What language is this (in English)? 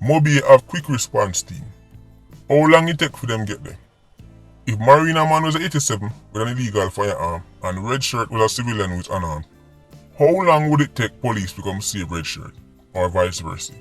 Jamaican Creole English